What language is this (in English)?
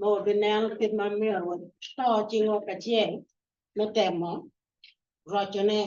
Acoli